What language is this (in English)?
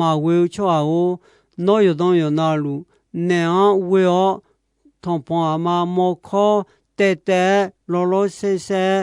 Akha